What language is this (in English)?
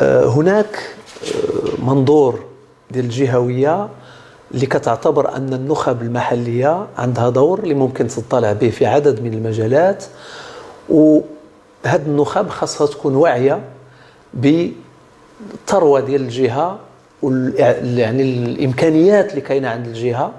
Moroccan Arabic